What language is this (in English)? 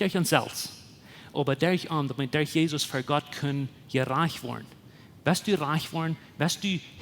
Plautdietsch